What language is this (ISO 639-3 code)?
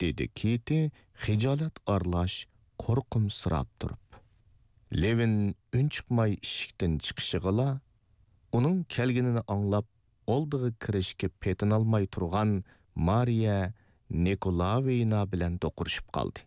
uig